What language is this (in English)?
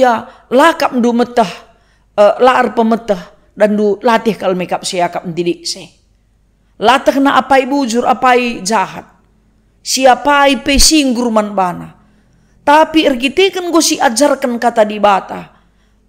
Batak Karo